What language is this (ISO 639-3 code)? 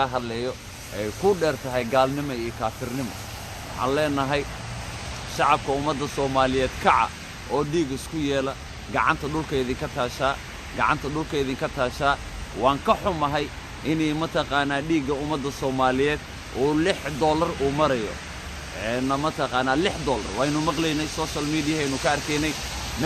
som